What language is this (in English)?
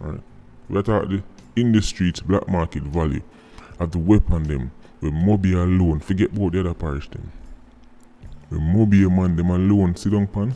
Jamaican Creole English